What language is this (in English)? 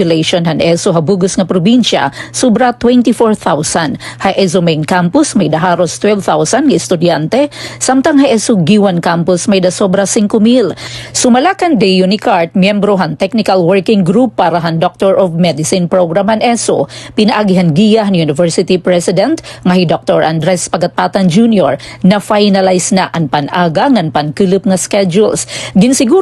Waray